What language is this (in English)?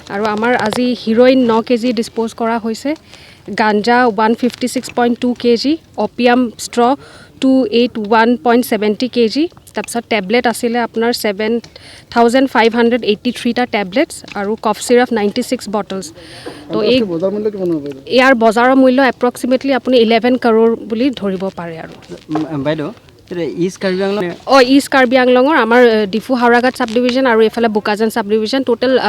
Karbi